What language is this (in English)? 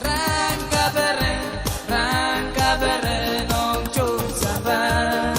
Pohnpeian